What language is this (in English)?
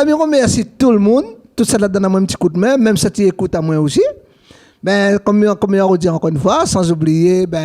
Réunion Creole French